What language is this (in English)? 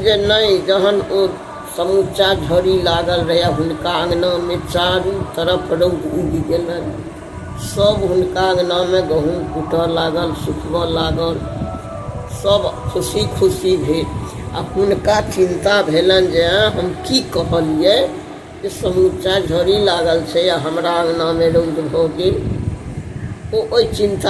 Maithili